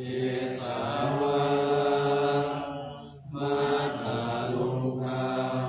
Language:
Pali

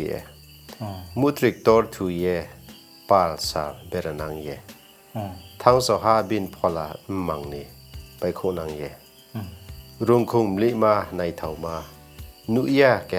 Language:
Riang (India)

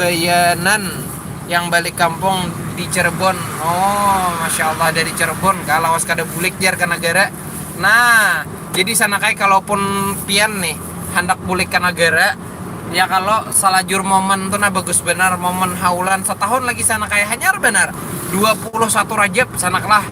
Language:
Banjar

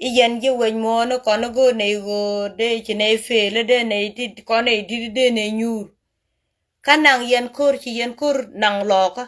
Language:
Nuer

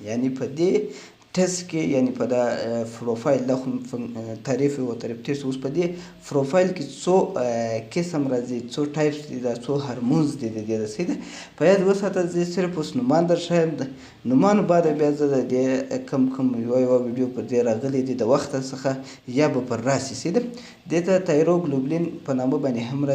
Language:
Pashto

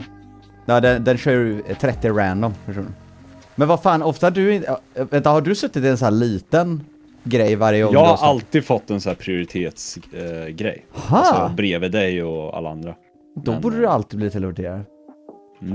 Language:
Swedish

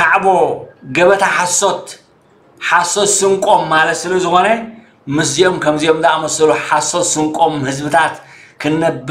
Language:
Tigrinya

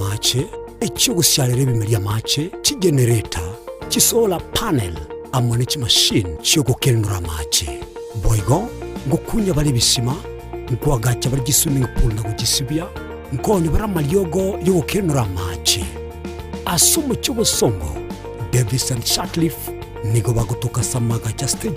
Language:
Gusii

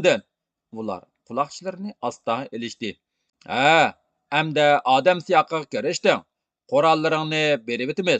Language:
Uyghur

